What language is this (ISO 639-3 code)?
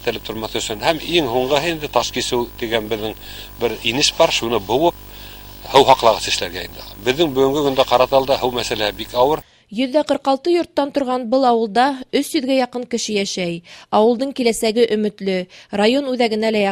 bak